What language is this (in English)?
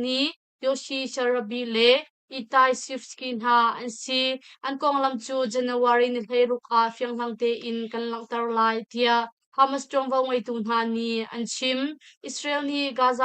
Hakha Chin